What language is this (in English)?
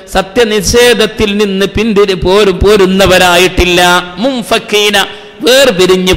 Malayalam